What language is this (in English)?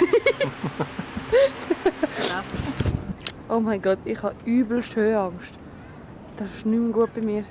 Swiss German